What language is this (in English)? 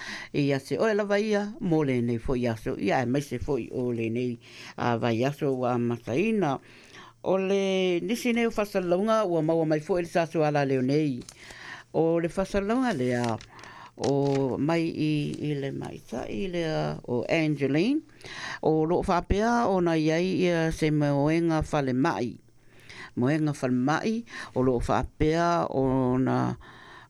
Samoan